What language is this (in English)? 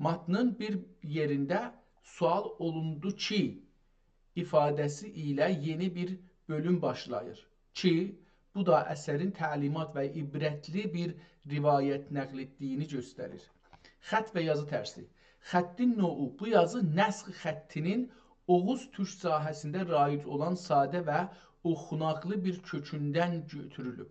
South Azerbaijani